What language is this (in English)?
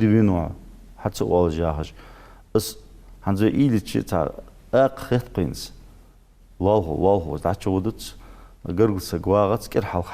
Ingush